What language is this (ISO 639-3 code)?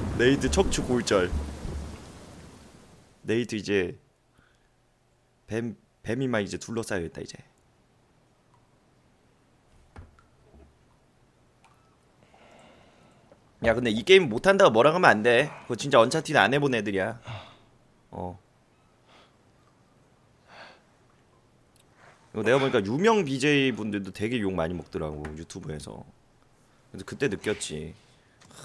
kor